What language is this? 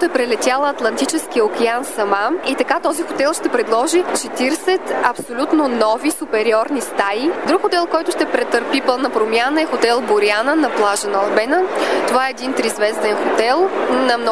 Bulgarian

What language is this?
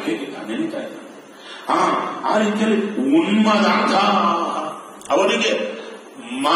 Kannada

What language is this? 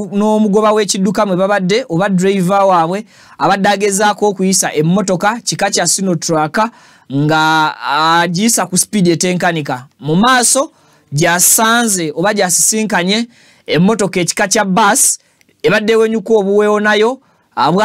Ganda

